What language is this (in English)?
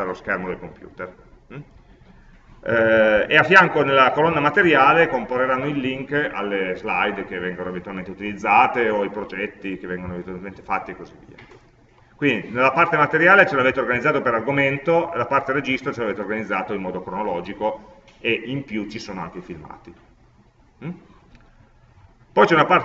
Italian